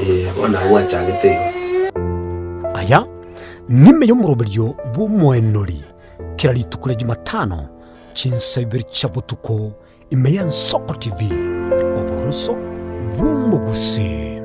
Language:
Gusii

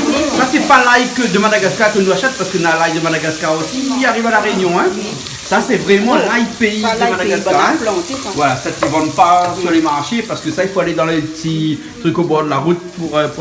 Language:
Réunion Creole French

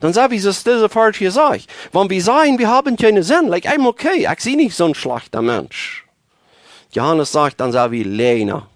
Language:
Plautdietsch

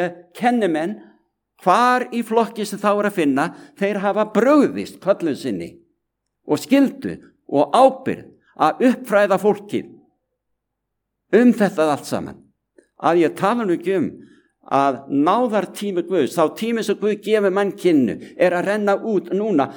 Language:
Icelandic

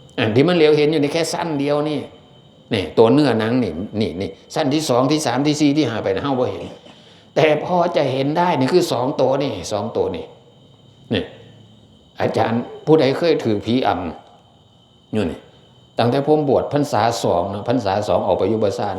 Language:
Northeastern Thai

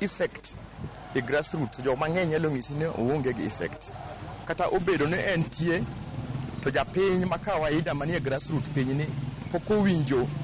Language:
Luo (Kenya and Tanzania)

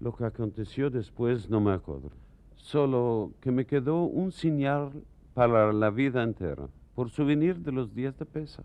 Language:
Ladino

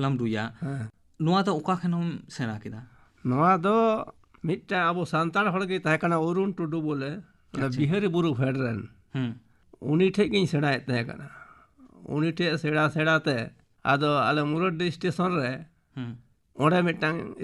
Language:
Santali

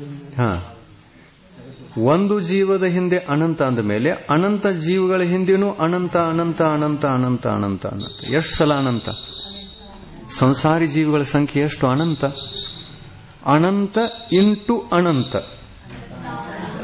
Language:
Kannada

